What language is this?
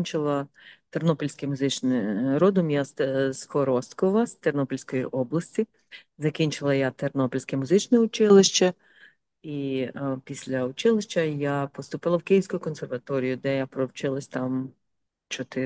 Ukrainian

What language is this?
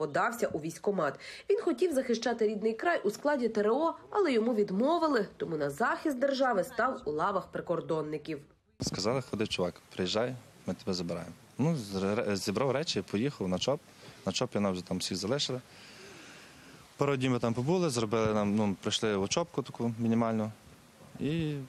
Ukrainian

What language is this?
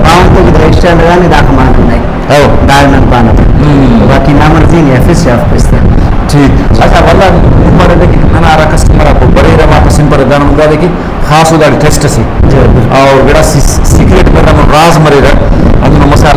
Brahui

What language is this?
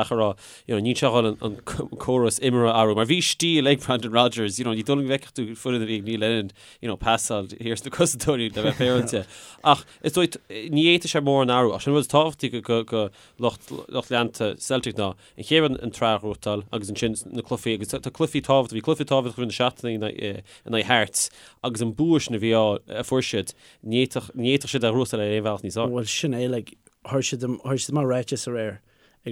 Irish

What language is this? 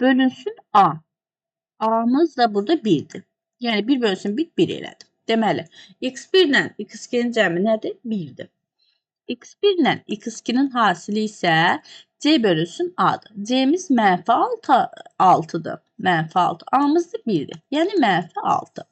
Azerbaijani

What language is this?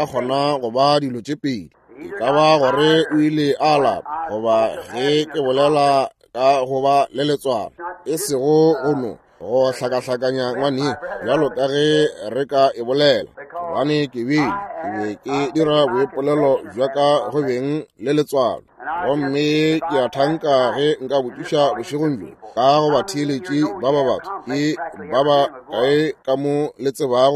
Northern Sotho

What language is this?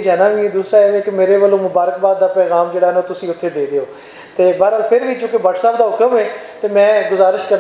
Western Panjabi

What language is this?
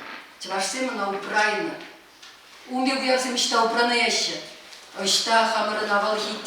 Chuvash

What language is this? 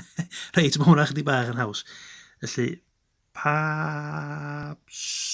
Welsh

